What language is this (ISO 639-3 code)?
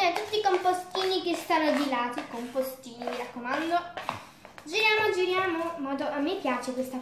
ita